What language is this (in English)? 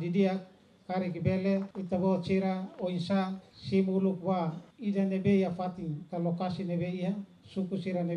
Tetum